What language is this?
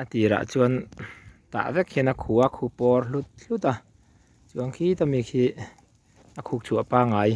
Mizo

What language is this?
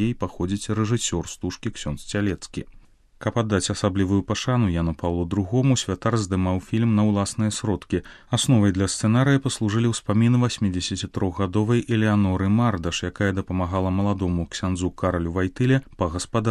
Belarusian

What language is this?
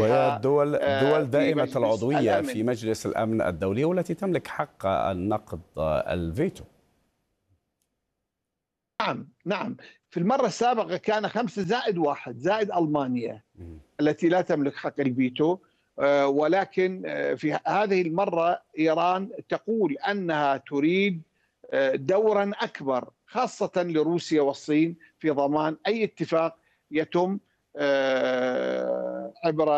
Arabic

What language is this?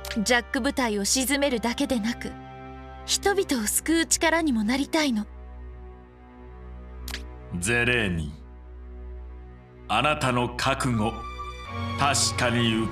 Japanese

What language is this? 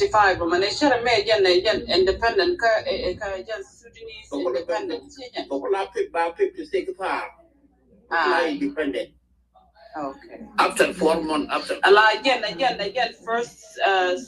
Nuer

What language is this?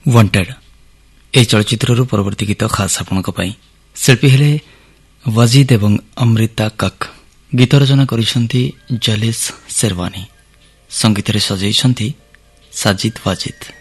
Odia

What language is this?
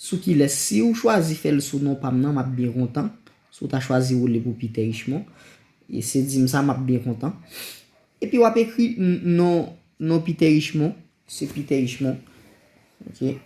Haitian Creole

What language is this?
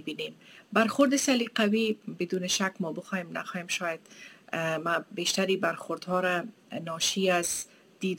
Persian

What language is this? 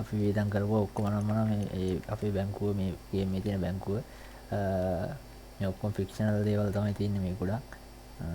Sinhala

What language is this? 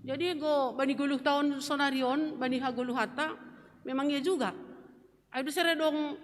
Batak Simalungun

